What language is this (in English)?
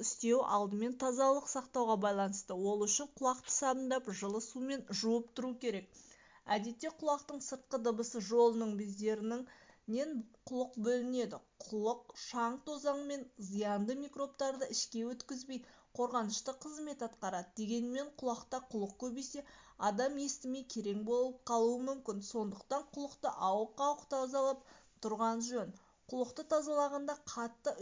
Kazakh